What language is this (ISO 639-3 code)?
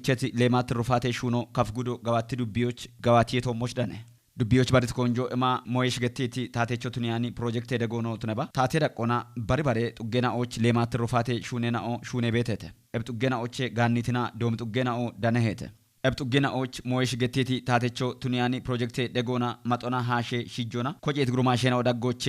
kbr